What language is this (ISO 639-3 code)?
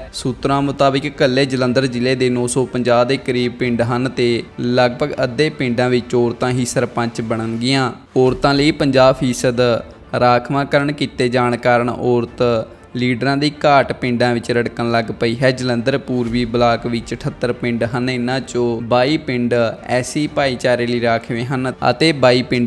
pan